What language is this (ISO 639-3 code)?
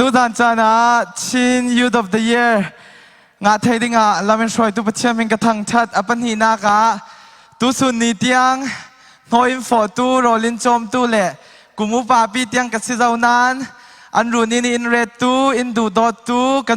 cfm